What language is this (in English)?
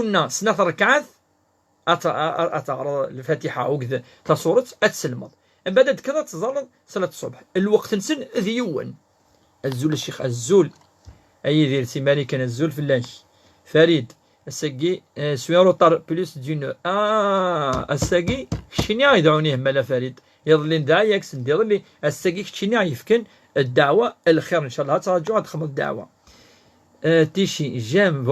Kabyle